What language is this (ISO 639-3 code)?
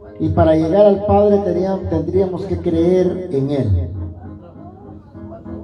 spa